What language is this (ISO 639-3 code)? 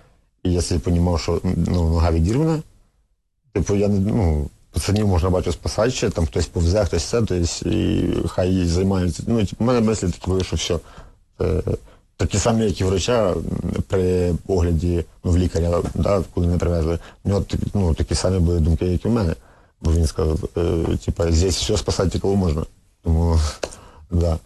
ukr